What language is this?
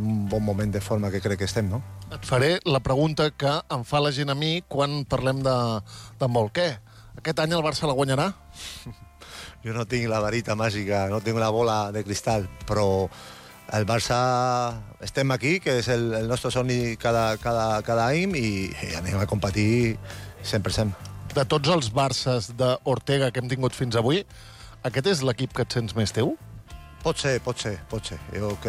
Catalan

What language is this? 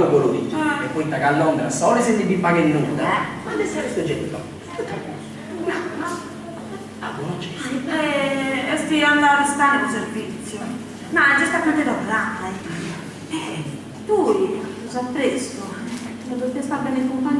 Sardinian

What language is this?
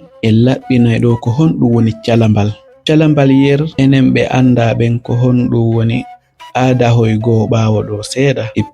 Fula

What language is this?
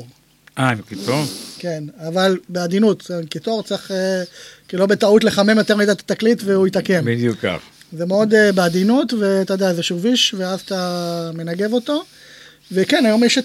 Hebrew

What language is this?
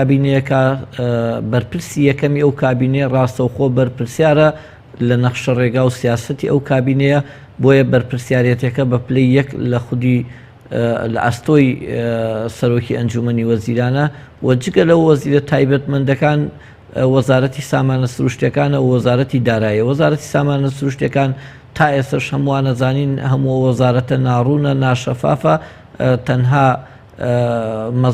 Central Kurdish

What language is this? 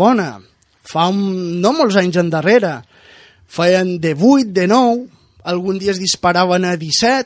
Catalan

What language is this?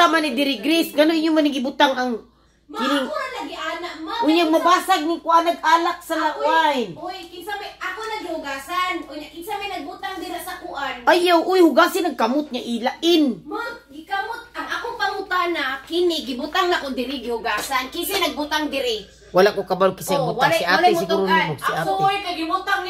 Cebuano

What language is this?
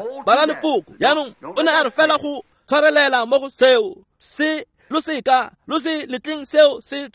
Tswana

